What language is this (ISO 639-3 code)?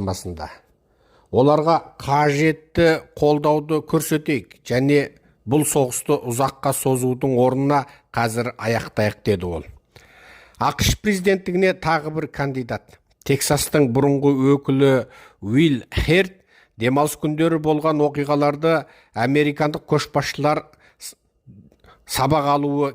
kaz